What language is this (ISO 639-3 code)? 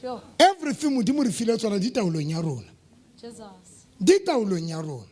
sot